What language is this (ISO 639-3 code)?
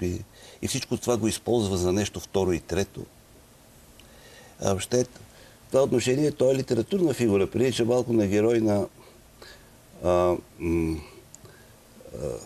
bul